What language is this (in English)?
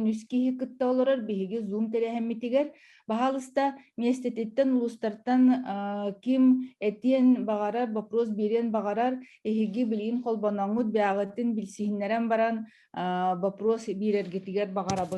Yakut